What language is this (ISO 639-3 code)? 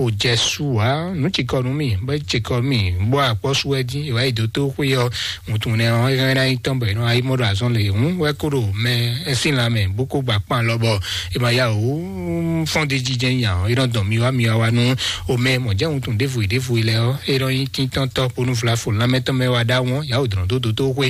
fon